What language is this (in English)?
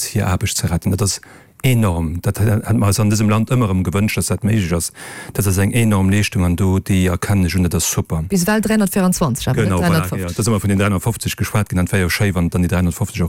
Luxembourgish